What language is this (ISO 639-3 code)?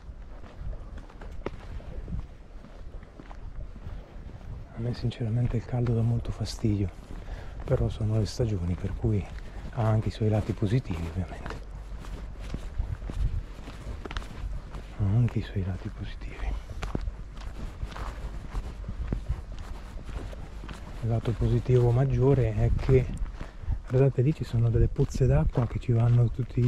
ita